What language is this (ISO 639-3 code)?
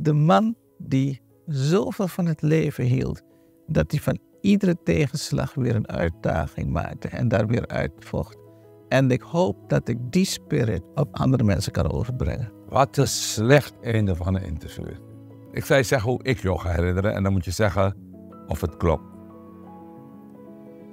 nld